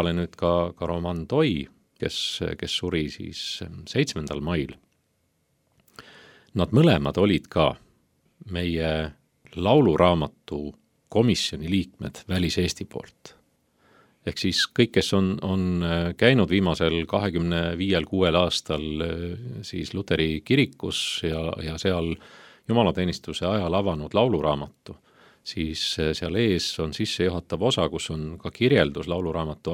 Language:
Estonian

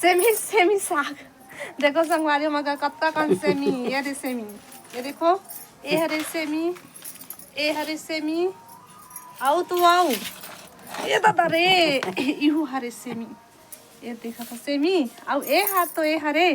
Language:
Chhattisgarhi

